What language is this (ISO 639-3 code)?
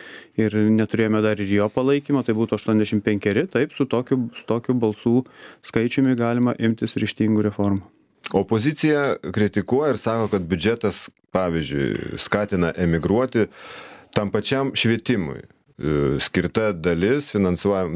lit